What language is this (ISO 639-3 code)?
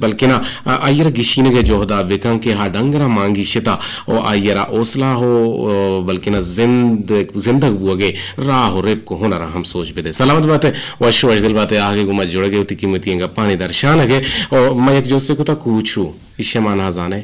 bgp